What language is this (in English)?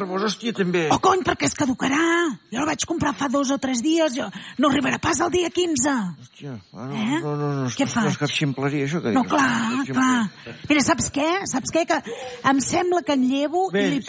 Catalan